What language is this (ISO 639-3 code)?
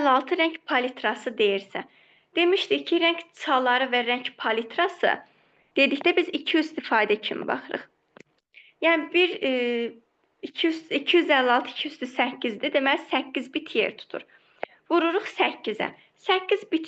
aze